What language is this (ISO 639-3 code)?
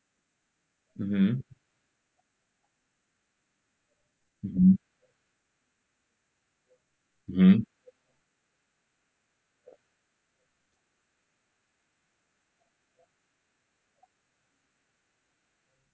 isl